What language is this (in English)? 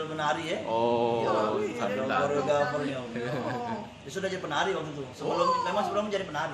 Musi